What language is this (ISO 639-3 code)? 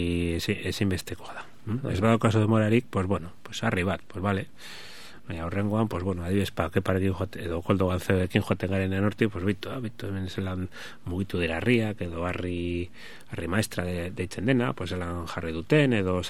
eus